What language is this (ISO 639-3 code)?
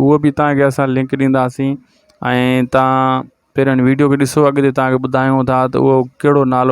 snd